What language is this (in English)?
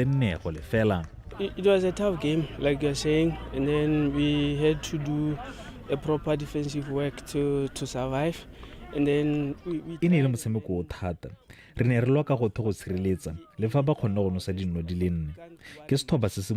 Tswana